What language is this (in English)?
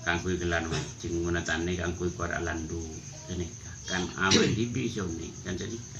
Madurese